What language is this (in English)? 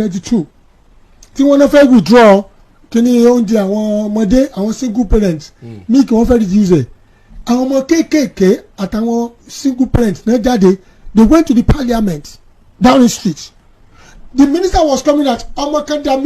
Yoruba